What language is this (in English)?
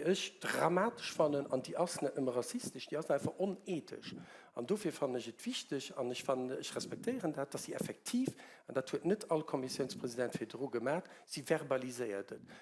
Luxembourgish